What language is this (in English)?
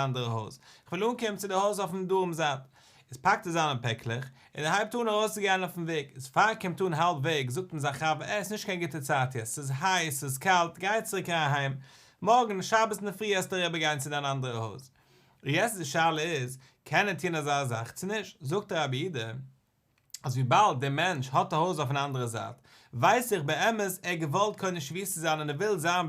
Yiddish